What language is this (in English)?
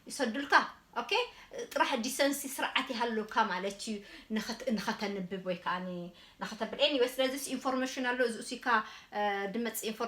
Tigrinya